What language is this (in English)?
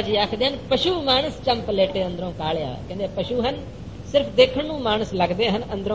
Punjabi